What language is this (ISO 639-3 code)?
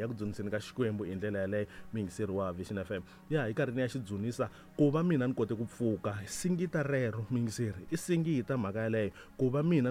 tso